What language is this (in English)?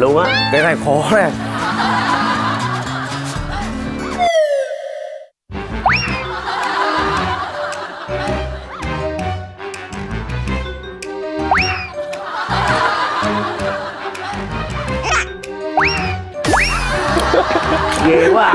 Vietnamese